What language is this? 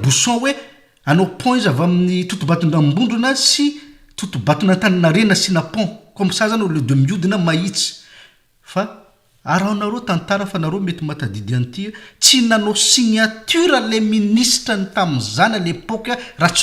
Malagasy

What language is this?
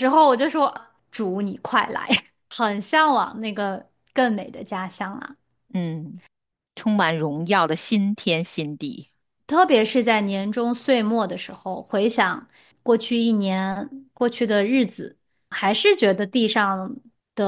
Chinese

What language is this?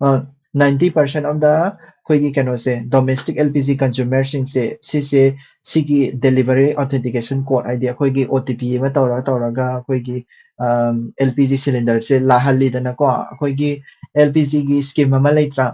Manipuri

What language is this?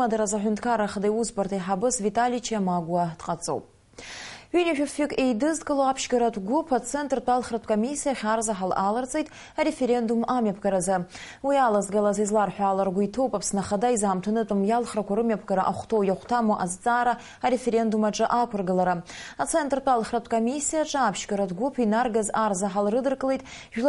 Abkhazian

